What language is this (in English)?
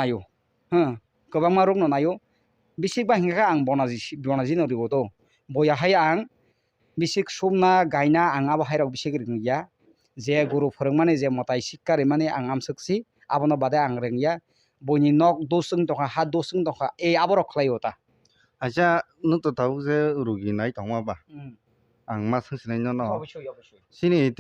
Kok Borok